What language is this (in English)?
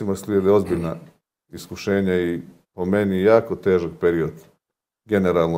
Croatian